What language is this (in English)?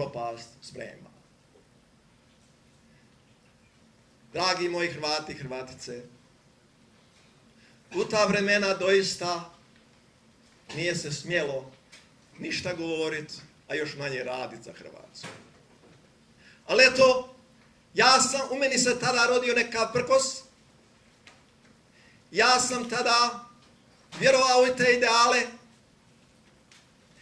Croatian